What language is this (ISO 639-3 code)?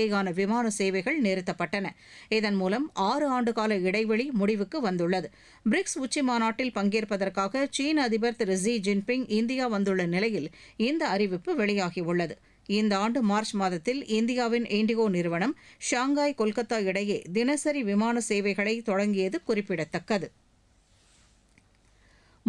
tam